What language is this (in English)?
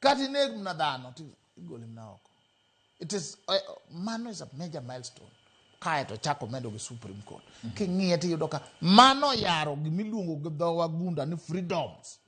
Luo (Kenya and Tanzania)